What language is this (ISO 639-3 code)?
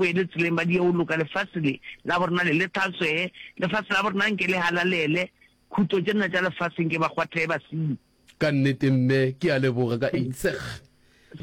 nso